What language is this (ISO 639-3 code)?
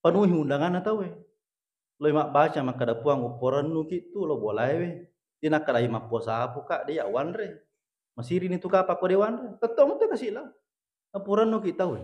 bug